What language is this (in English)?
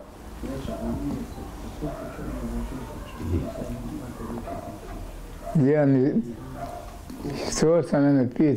Bosnian